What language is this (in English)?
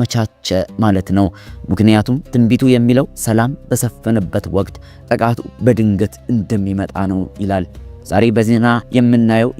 Amharic